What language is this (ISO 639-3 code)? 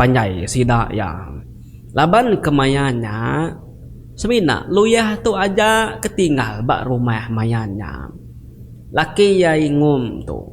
iba